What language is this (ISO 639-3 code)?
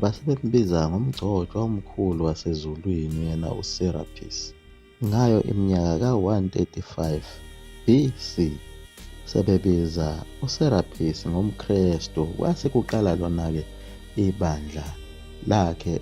zul